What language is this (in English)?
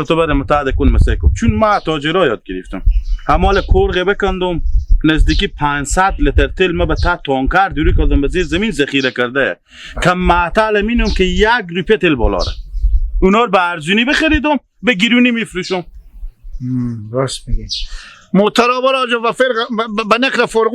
Hazaragi